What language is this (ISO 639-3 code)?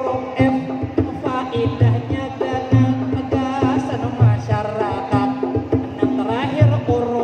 bjn